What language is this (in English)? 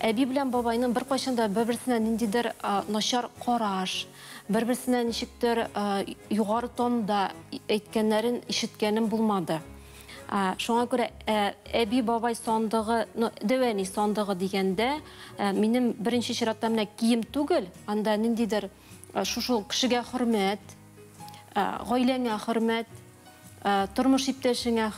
Tatar